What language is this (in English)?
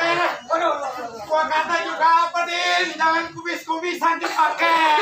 Betawi